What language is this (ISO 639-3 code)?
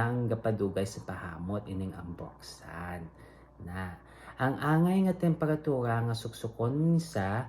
hil